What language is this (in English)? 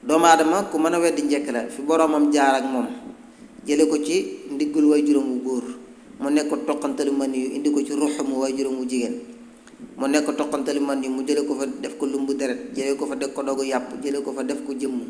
Wolof